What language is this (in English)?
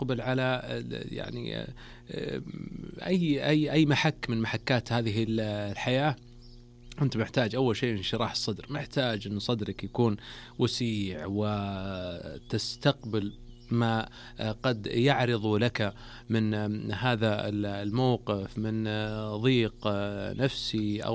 Najdi Arabic